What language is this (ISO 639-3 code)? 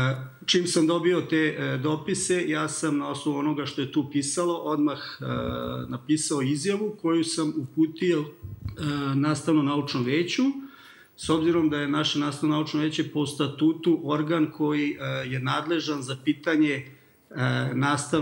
srp